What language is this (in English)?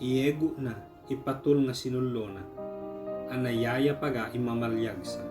Ibanag